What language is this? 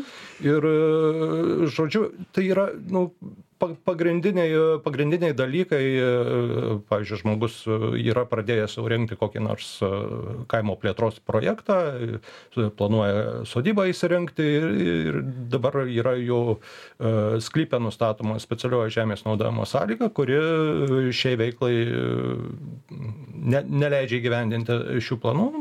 Lithuanian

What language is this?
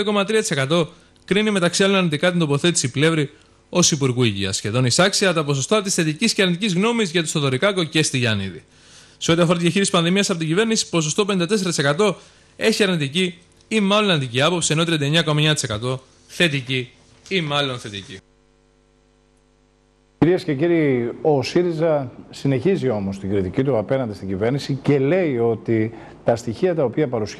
Greek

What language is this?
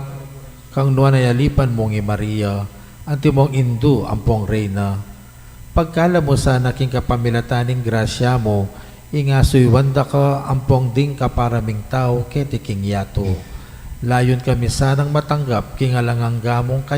Pampanga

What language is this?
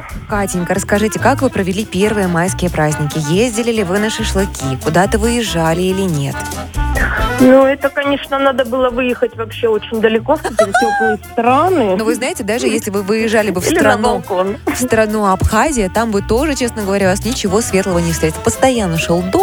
Russian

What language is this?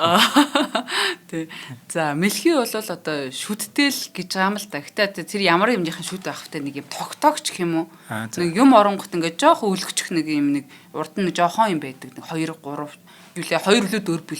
Mongolian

